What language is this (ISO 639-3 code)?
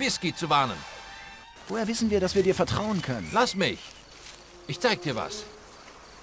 bar